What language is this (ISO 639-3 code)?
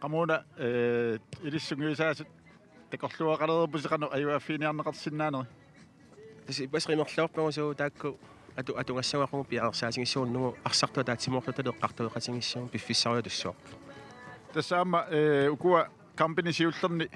kal